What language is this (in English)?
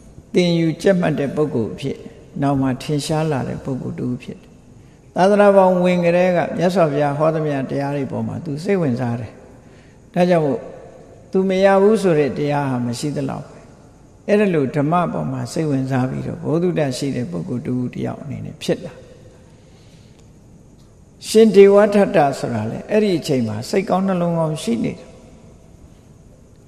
Burmese